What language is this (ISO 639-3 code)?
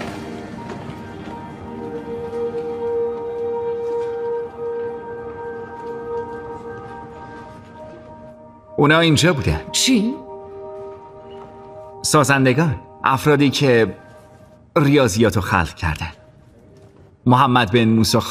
fas